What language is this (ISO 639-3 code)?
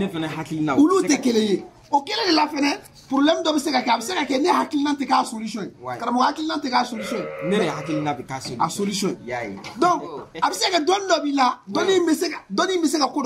bam